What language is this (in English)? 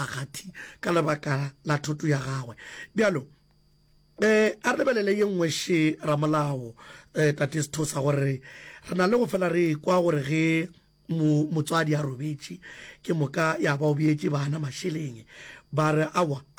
Northern Sotho